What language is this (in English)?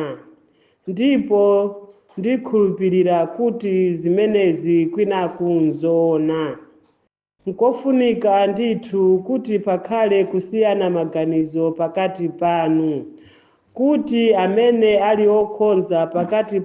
Nyanja